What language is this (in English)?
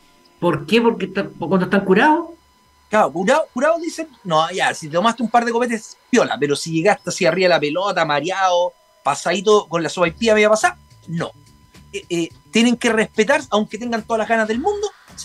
Spanish